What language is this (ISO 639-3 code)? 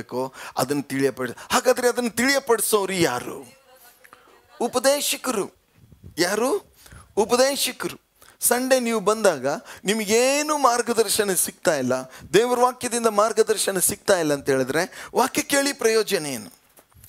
kan